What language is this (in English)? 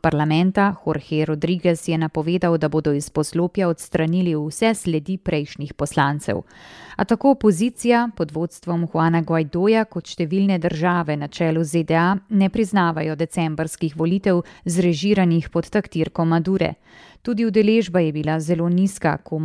Slovenian